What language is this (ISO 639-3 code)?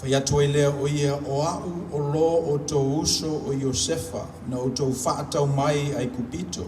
smo